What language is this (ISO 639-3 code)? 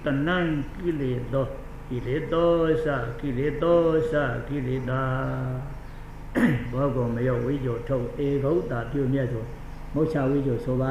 mya